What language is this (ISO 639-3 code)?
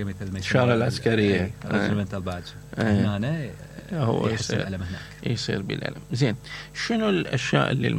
acm